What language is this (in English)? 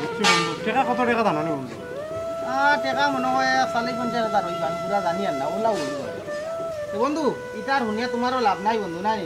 Sylheti